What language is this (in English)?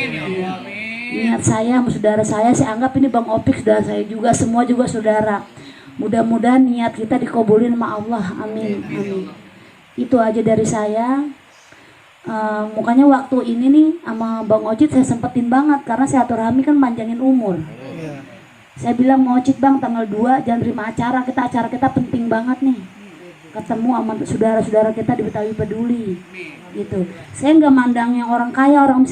Betawi